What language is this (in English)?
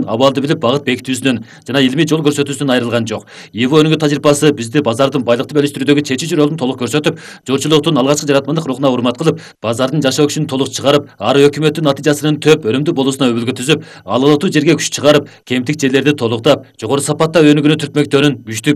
Kyrgyz